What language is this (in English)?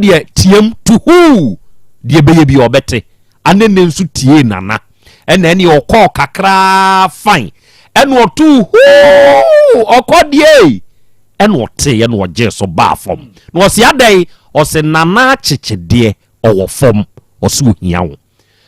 Akan